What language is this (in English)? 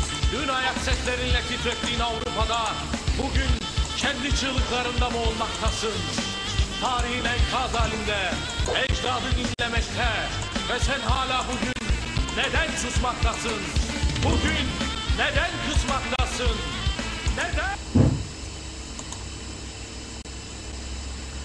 Turkish